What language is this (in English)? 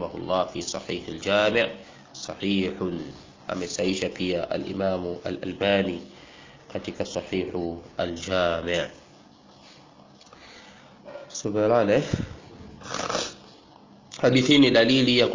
Swahili